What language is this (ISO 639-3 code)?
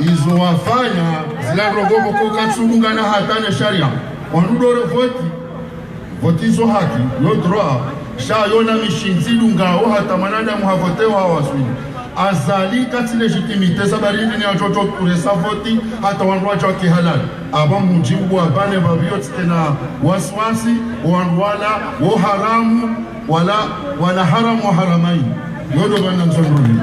zdj